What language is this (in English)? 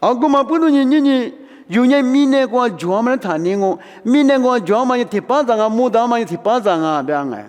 Lisu